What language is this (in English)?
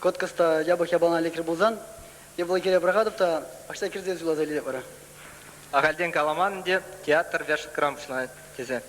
Chuvash